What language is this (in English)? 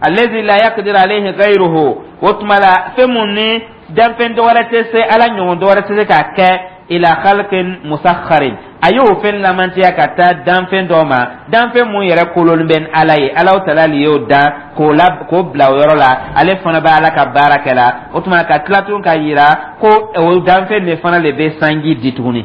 Dyula